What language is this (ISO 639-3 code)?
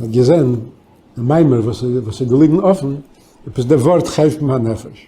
yid